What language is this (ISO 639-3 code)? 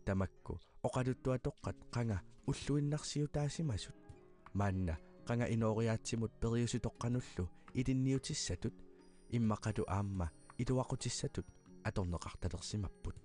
kal